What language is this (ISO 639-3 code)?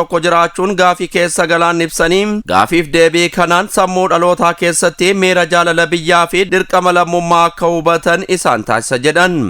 orm